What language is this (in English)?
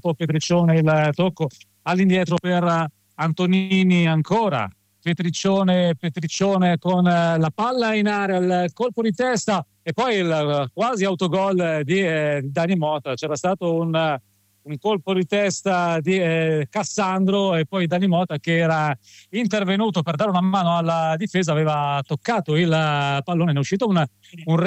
Italian